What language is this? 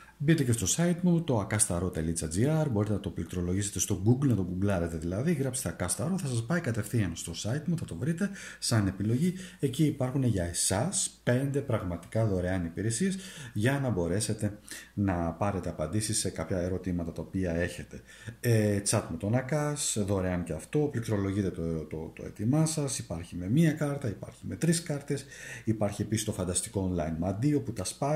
Greek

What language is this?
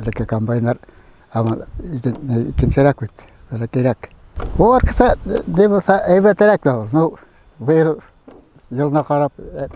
Tatar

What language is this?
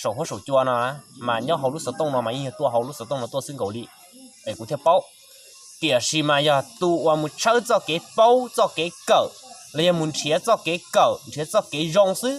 Hmong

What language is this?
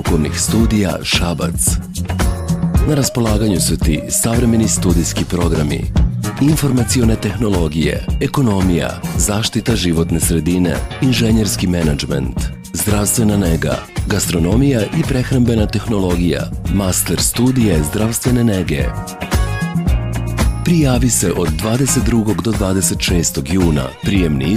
Serbian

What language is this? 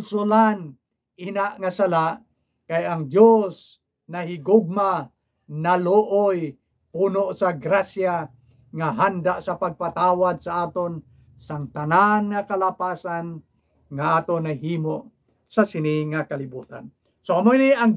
Hiligaynon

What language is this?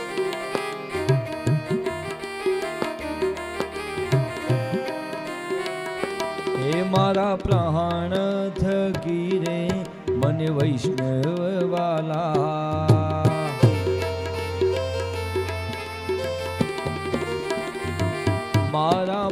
Gujarati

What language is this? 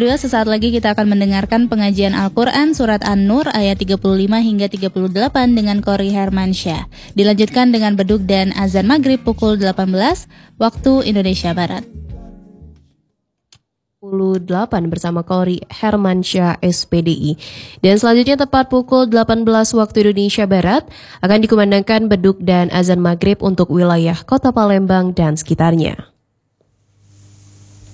Indonesian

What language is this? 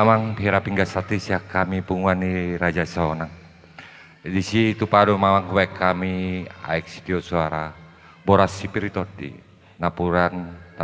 Batak Toba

